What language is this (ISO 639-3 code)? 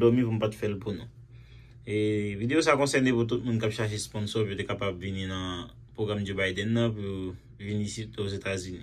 hat